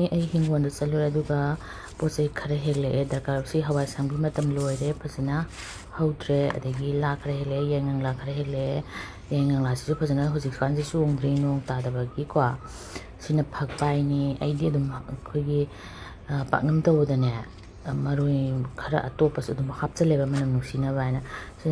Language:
Manipuri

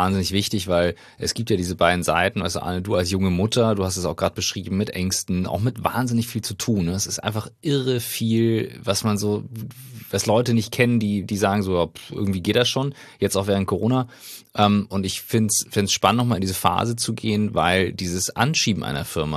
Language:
German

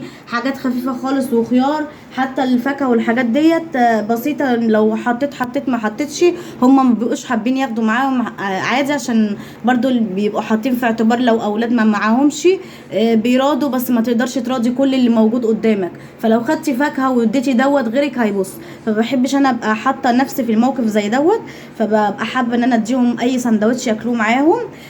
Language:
Egyptian Arabic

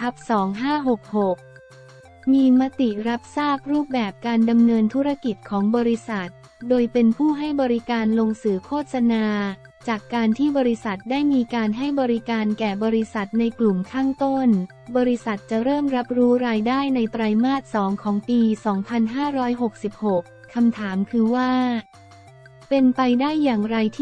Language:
Thai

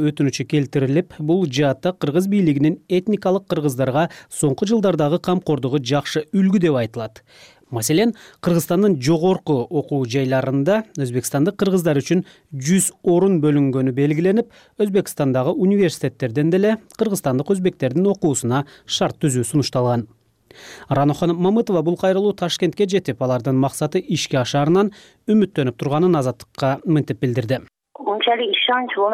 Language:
Kyrgyz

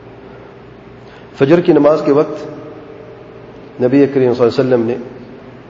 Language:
Urdu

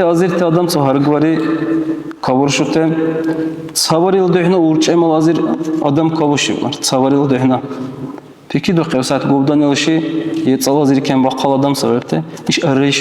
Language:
Dargwa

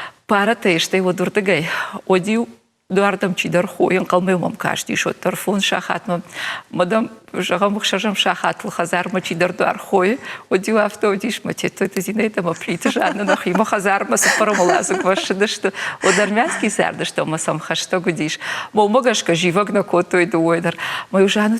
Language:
Ossetic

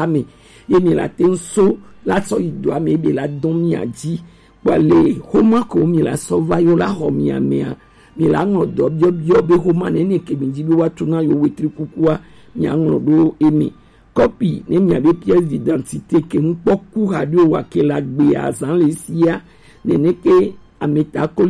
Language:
Gen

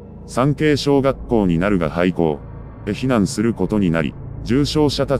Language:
Japanese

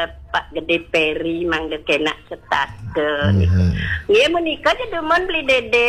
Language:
Balinese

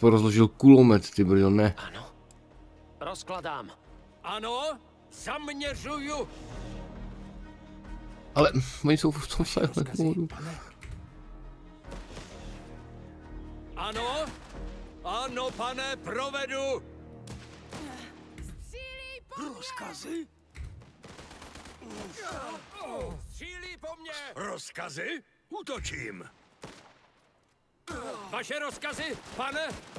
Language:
Czech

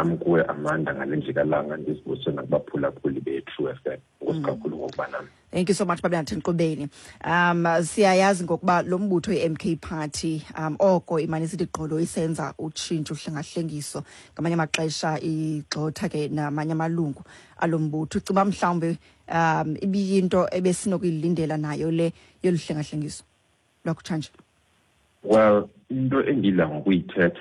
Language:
Xhosa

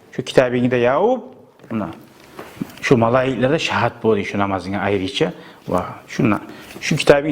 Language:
Kumyk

